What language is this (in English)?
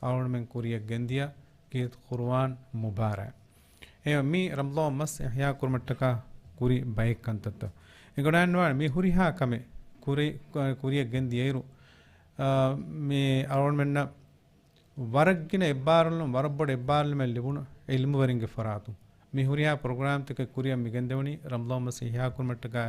Divehi